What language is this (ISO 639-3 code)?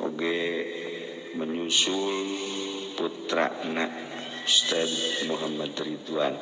sun